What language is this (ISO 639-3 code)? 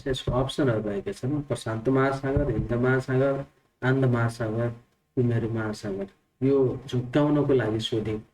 nep